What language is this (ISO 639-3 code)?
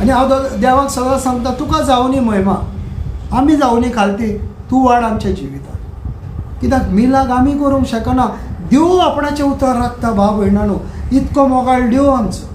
kok